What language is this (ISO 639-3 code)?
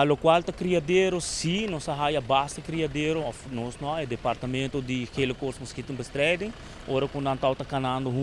pap